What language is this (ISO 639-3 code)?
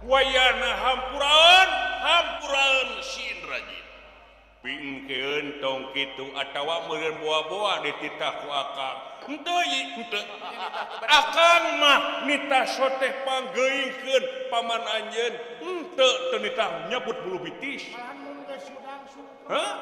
sun